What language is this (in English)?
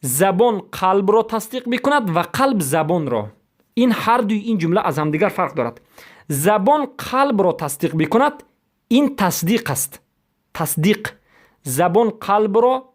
Persian